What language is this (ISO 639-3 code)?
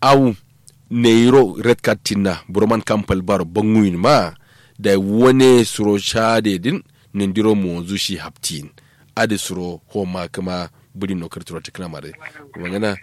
kau